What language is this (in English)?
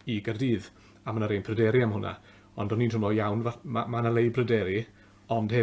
Welsh